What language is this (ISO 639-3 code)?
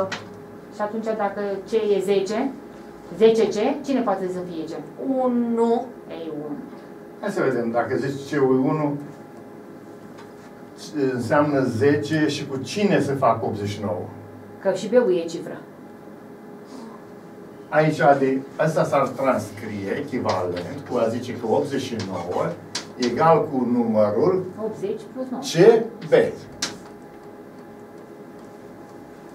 ron